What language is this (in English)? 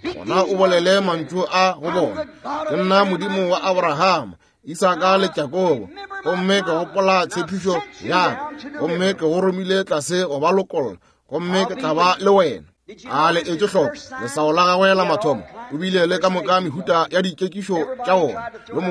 Northern Sotho